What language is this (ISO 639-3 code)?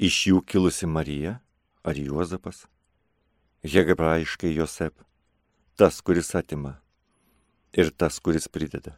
lit